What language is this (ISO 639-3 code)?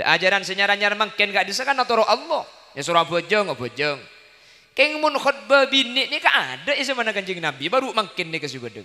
mad